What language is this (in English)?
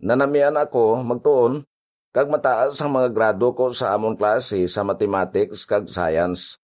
Hiligaynon